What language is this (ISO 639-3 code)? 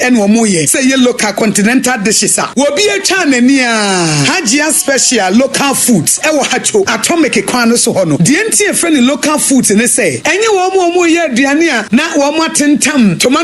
aka